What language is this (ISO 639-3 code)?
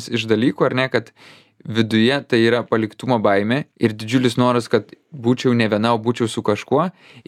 lit